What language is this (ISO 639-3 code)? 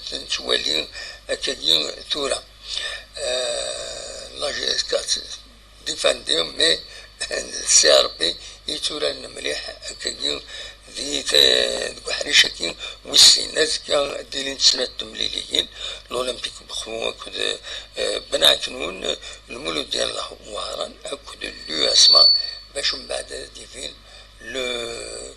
kab